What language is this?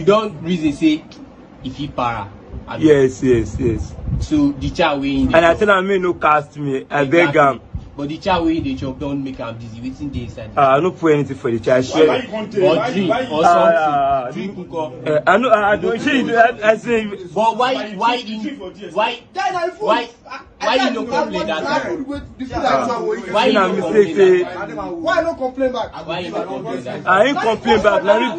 Nigerian Pidgin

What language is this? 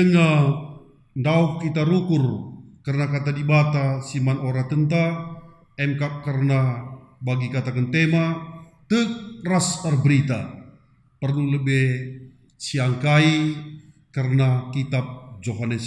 Batak Karo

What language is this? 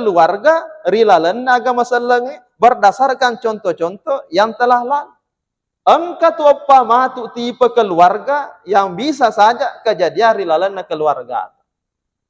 Buginese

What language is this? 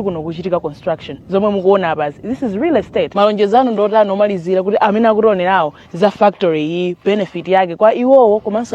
Nyanja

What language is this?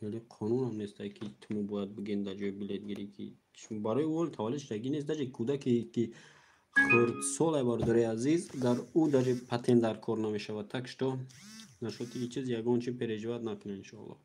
Tajik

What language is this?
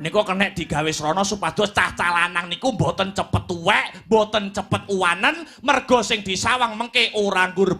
Javanese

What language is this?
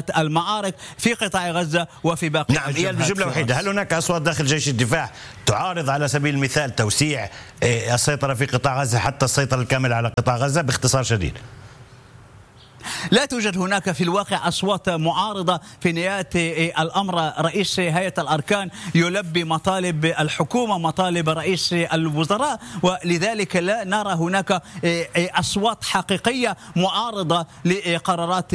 Arabic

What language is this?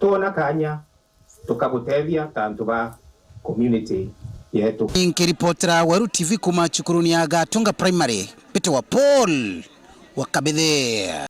Meru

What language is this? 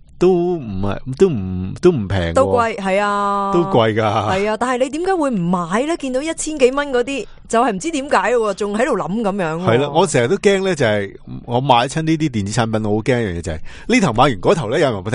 Cantonese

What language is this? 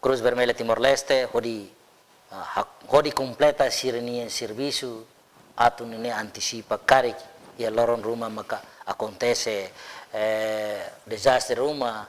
Tetum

